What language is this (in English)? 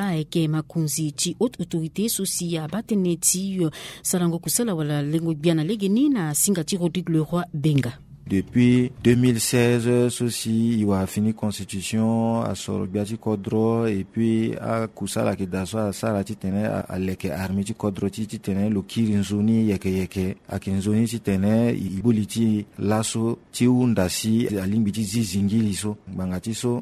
Sango